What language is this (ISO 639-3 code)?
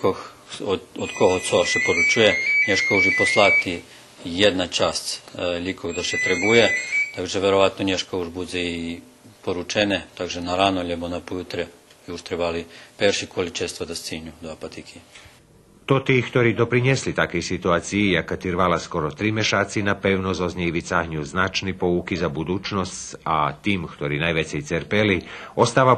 rue